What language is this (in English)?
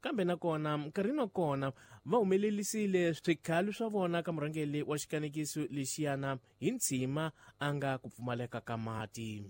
Tsonga